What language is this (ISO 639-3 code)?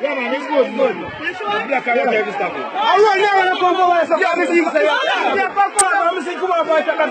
jam